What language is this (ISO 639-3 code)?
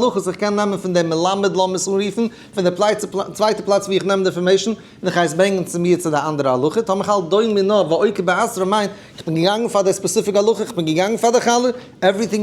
yid